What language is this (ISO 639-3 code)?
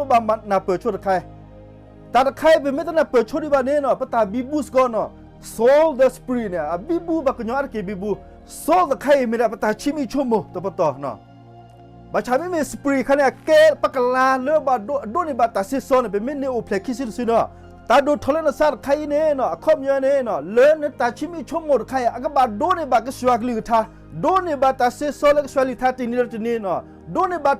ksw